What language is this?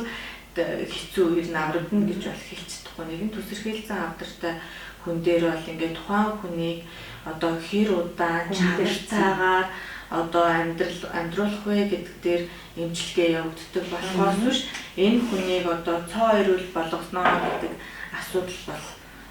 Mongolian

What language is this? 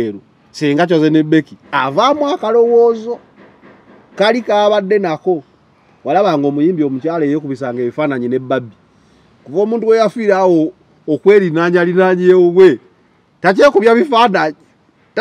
Ganda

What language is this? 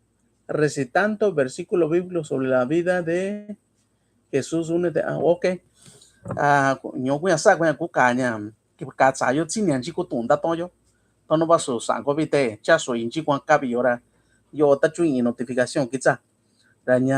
Mixtepec Mixtec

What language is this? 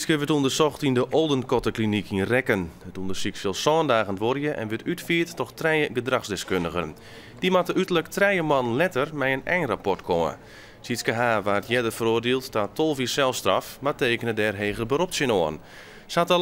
Western Frisian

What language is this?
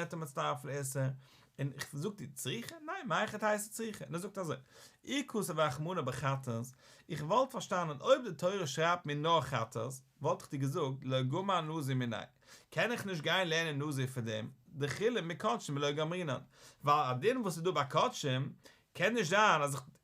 Yiddish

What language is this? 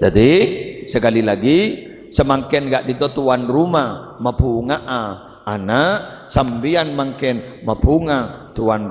Madurese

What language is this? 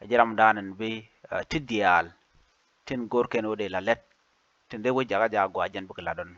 Nuer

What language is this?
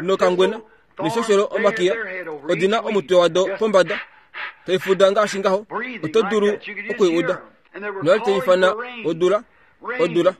Kuanyama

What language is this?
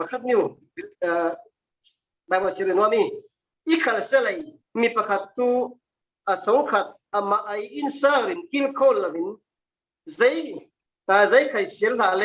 Falam Chin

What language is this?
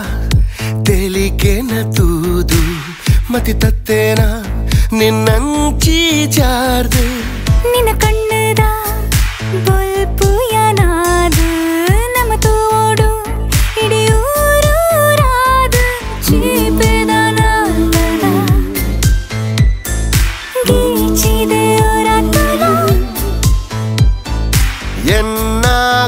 Tulu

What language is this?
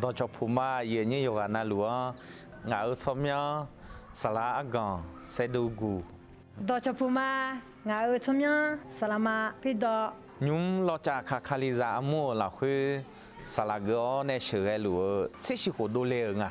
Akha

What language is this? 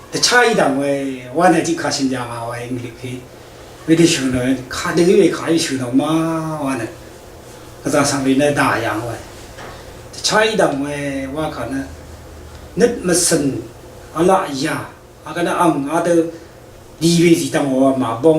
Rawang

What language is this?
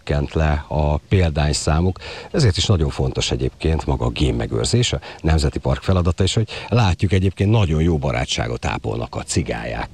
Hungarian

